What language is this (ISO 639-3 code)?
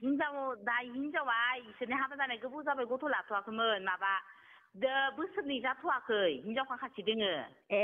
brx